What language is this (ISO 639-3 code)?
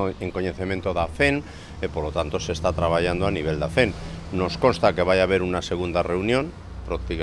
glg